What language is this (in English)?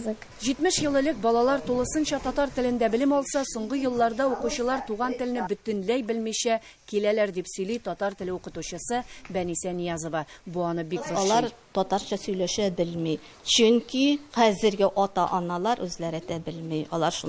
Tatar